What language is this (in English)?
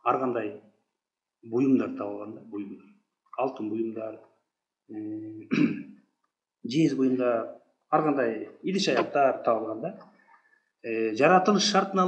Kyrgyz